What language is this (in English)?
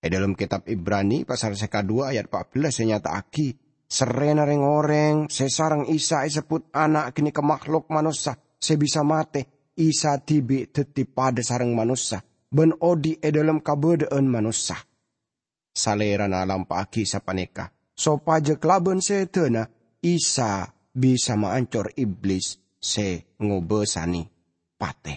Madurese